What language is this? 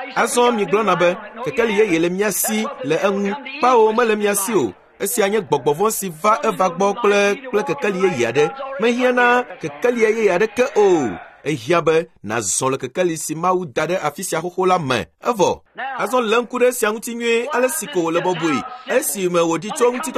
Ewe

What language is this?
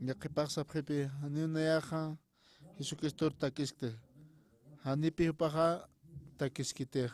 Aymara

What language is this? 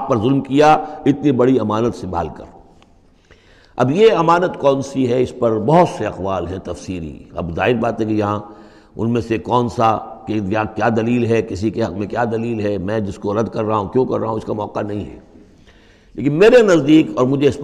Urdu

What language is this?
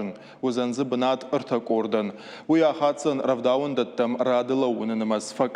Ossetic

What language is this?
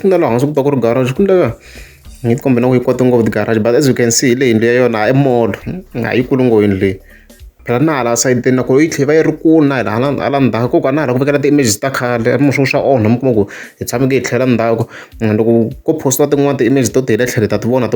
Tsonga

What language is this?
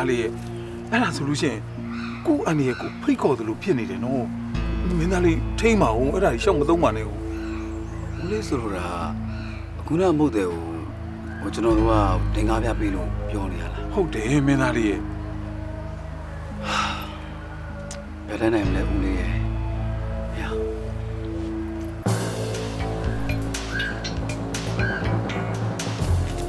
Burmese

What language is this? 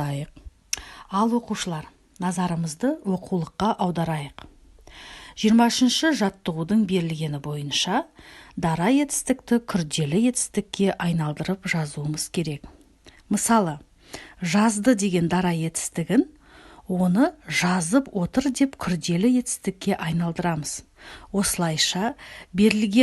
Kazakh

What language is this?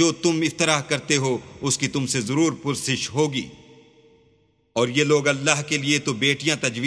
Urdu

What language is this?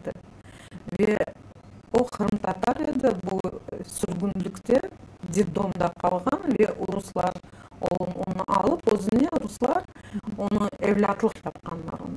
Crimean Tatar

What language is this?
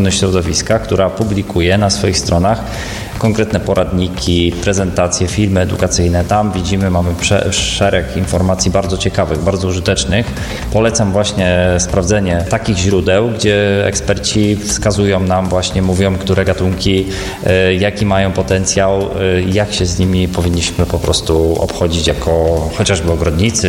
Polish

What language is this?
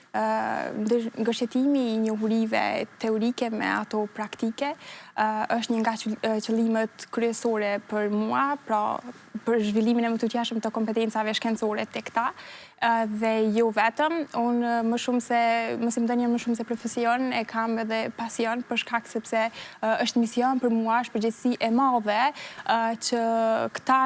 Albanian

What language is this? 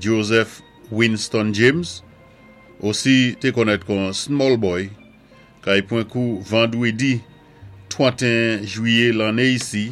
Saint Lucian Creole French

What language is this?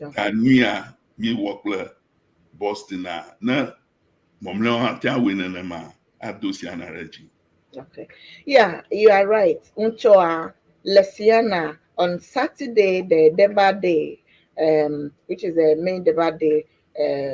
Ewe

